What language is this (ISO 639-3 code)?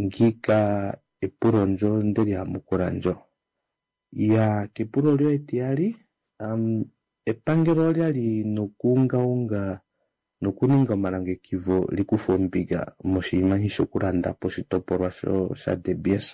kua